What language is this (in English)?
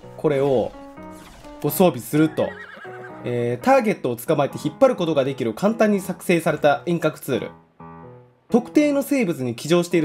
Japanese